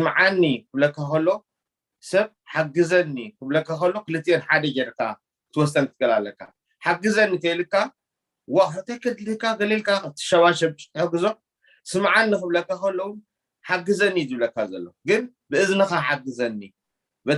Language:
Tigrinya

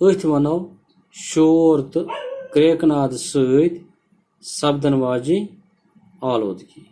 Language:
Kashmiri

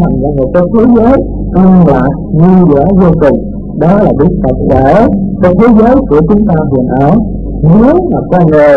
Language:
Vietnamese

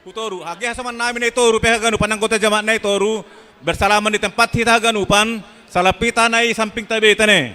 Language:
Batak Simalungun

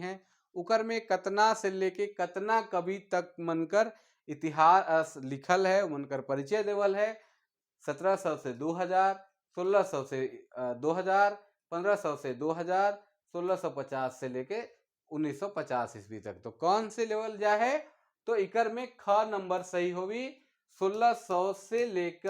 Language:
Sadri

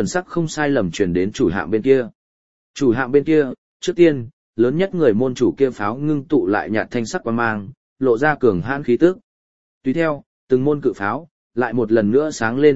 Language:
Vietnamese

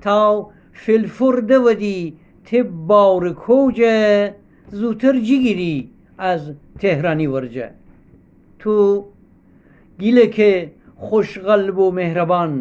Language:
Gilaki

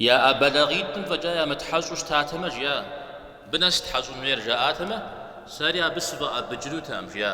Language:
Kabardian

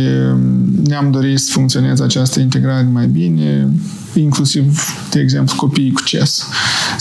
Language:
Romanian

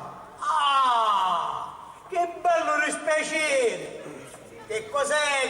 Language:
Sicilian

